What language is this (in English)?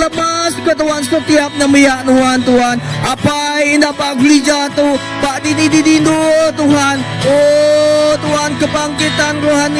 Iban